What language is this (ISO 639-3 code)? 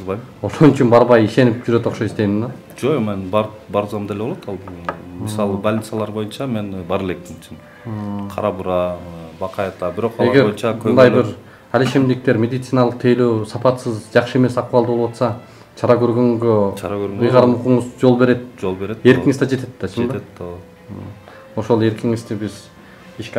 kir